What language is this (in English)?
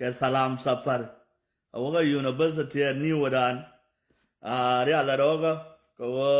Nuer